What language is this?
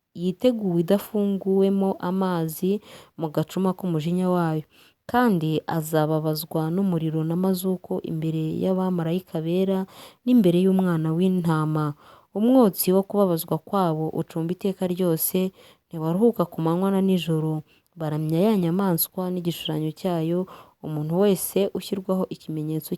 Kinyarwanda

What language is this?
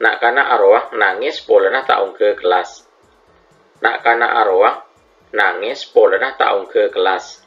Madurese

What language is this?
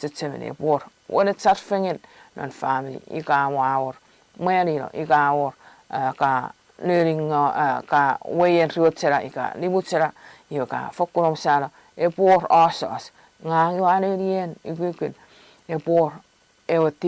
Chuukese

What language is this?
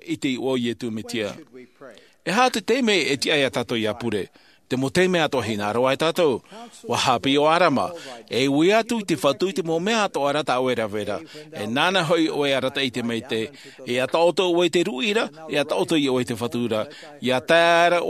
Tahitian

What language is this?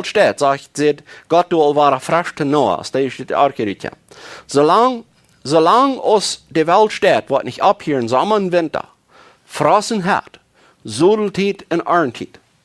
Plautdietsch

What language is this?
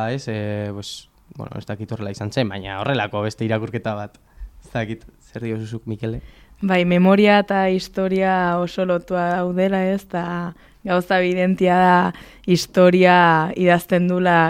Basque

